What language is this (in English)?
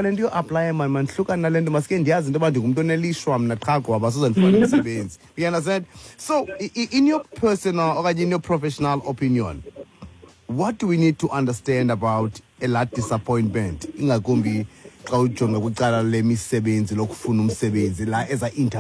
Xhosa